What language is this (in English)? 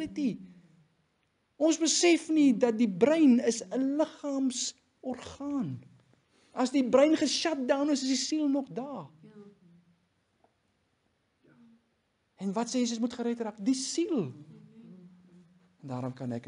Afrikaans